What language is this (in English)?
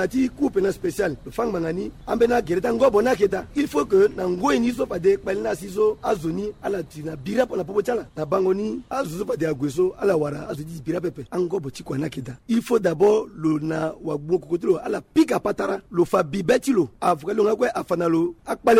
Sango